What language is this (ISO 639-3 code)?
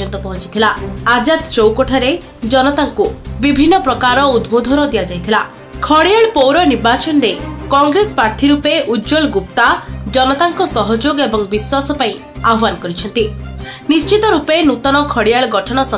ori